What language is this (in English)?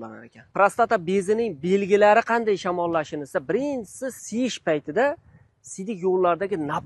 Uzbek